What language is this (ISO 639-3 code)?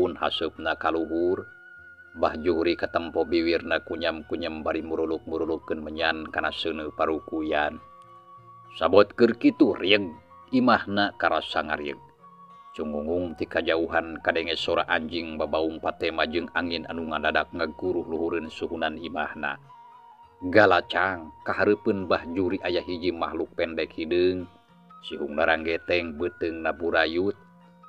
sun